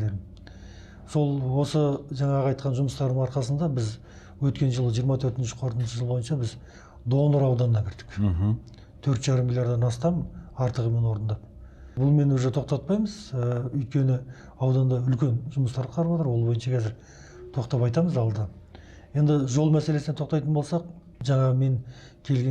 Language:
Kazakh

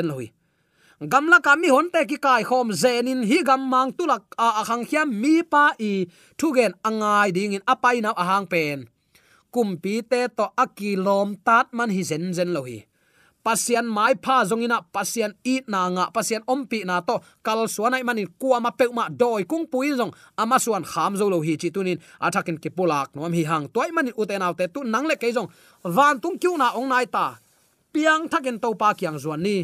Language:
Tedim Chin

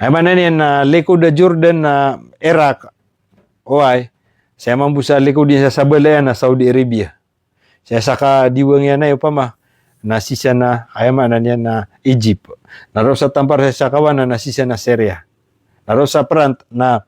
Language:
Maranao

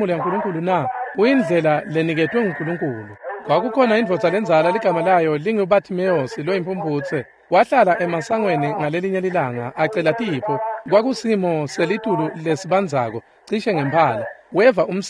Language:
Swati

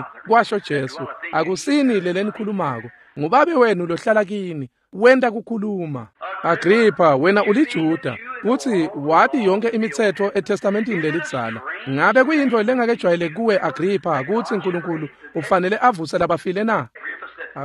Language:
Swati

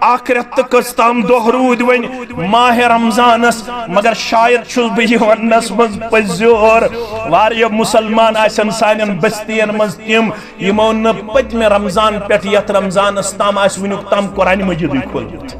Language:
Kashmiri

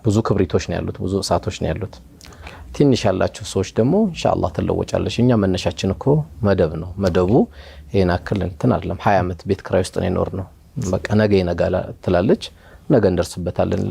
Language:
Amharic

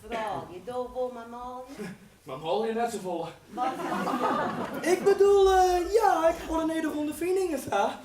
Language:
Western Frisian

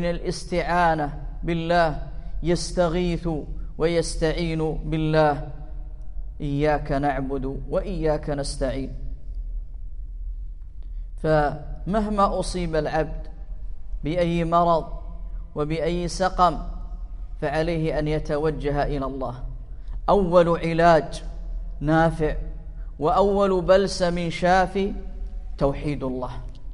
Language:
Arabic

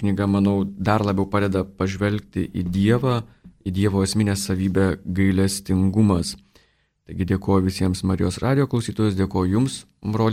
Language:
Lithuanian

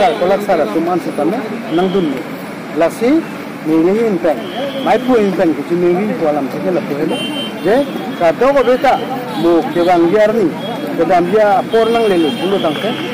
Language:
Karbi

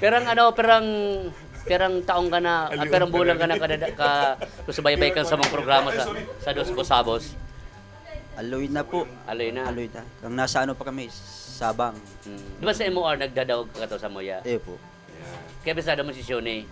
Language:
Bikol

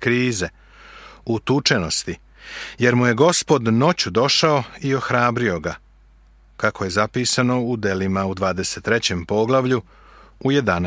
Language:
Serbian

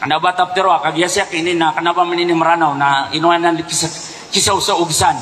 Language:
Maranao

